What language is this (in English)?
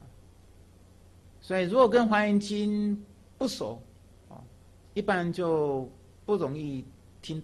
Chinese